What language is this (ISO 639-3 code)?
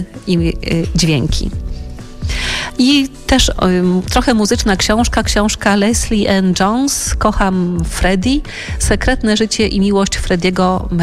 pol